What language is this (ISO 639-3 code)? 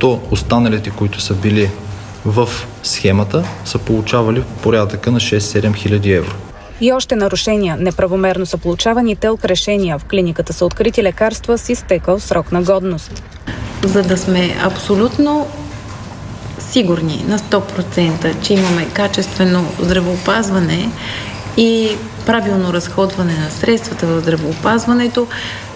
bul